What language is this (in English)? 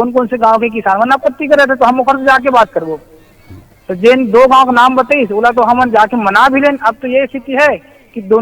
Chhattisgarhi